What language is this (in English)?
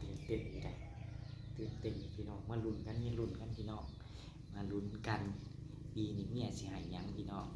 Northeastern Thai